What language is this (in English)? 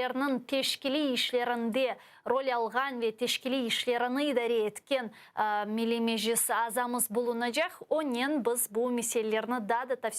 Crimean Tatar